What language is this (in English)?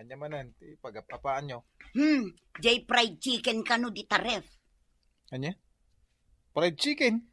Iloko